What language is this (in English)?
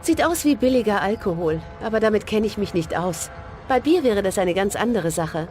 Swiss German